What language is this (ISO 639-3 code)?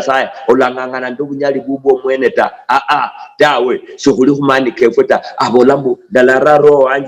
luy